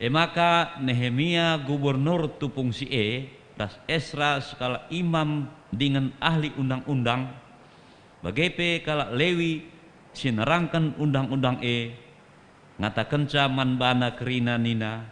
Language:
Batak Karo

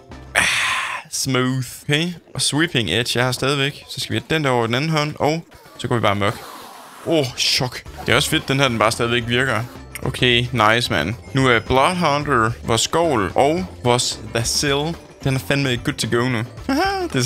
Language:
Danish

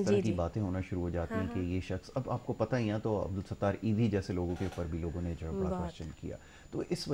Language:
Urdu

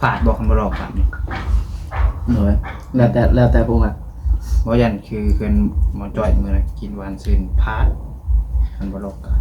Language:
Northeastern Thai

